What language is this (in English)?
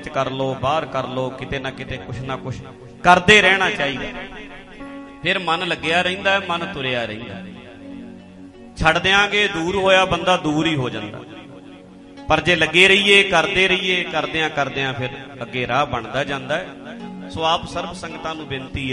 Punjabi